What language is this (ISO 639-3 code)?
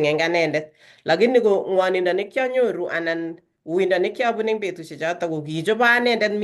kln